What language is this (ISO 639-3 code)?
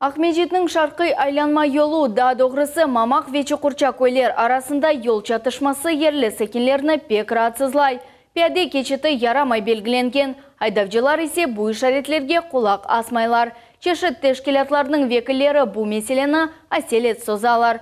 crh